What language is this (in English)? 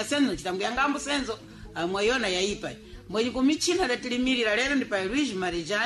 Sena